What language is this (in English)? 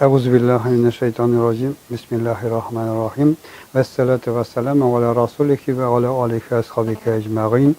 Tatar